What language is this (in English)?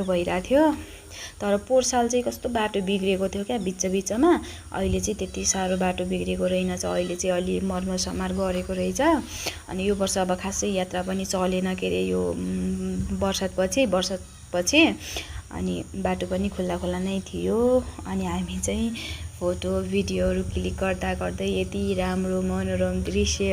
Nepali